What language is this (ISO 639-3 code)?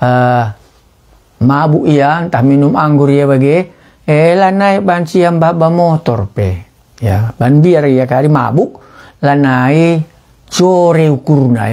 btx